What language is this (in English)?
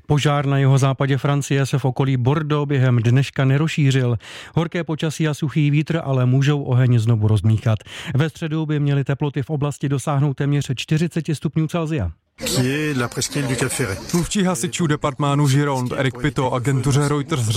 Czech